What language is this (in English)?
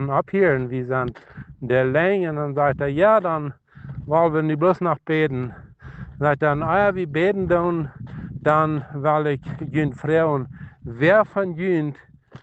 Plautdietsch